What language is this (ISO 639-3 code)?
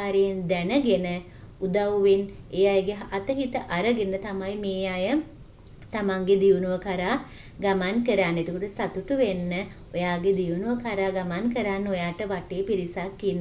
sin